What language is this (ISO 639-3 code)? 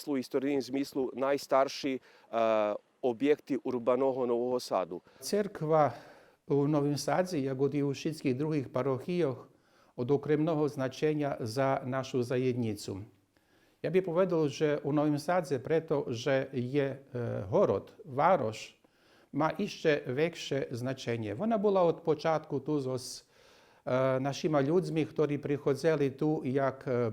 rue